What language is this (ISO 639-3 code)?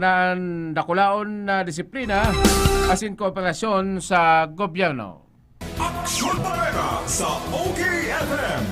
bik